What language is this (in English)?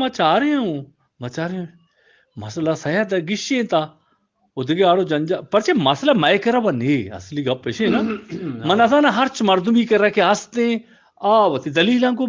Eastern Balochi